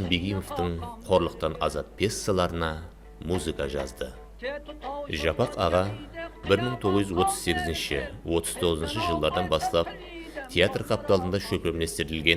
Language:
Kara-Kalpak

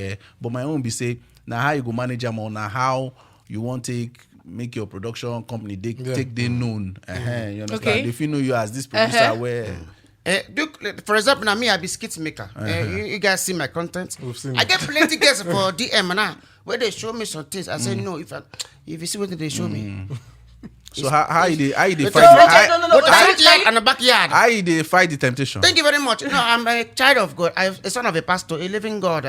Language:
Nigerian Pidgin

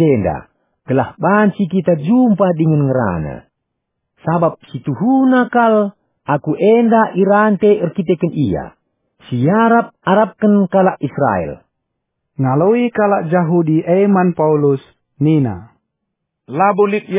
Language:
Batak Karo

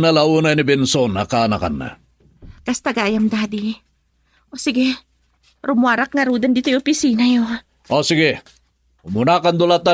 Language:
Iloko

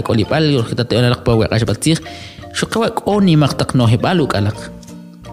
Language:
Kʼicheʼ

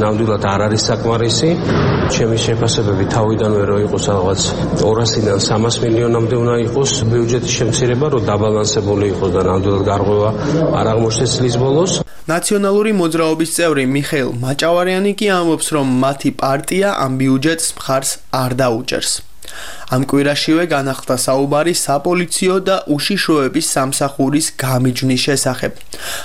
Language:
Georgian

